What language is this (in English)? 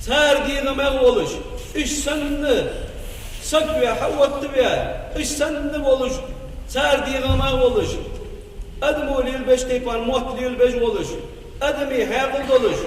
Ingush